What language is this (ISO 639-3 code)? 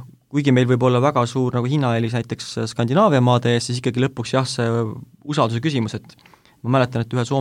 est